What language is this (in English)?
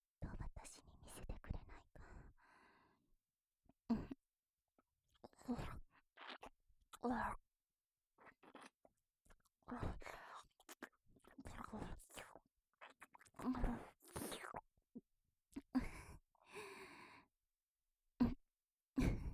Japanese